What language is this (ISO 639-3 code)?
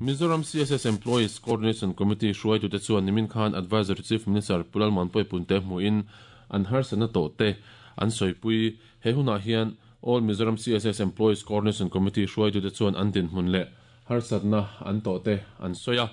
lus